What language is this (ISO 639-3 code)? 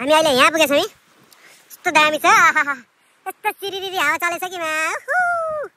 nep